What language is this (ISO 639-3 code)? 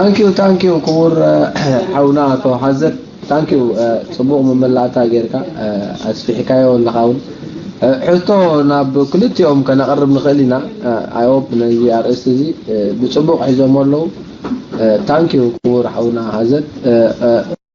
tir